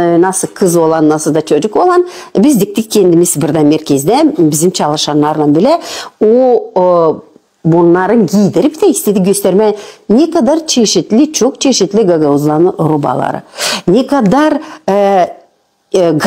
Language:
Gagauz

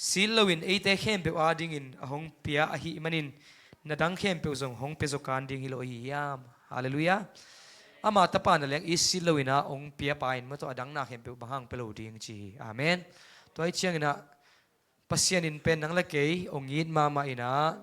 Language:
Tedim Chin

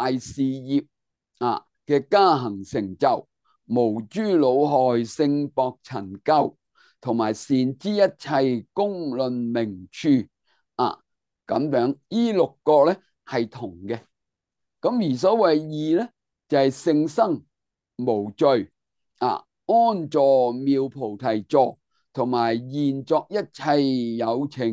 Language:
Cantonese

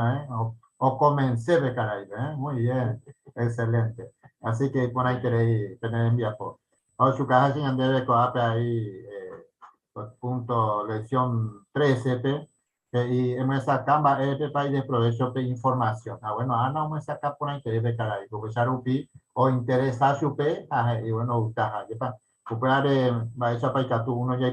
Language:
Guarani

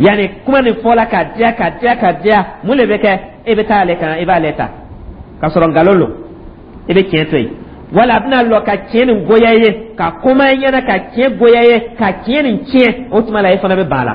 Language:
Dyula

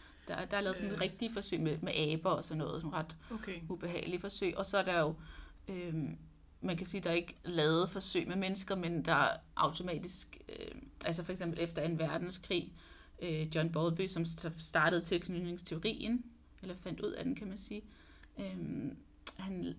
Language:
Danish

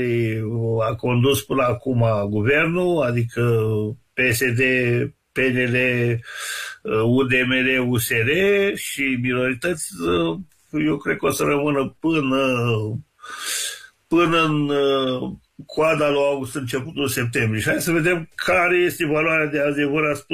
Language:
Romanian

